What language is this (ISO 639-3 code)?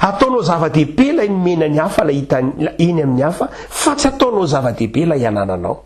mlg